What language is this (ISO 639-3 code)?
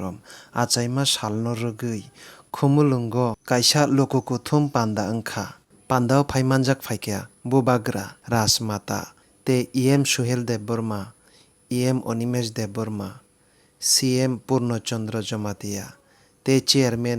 trp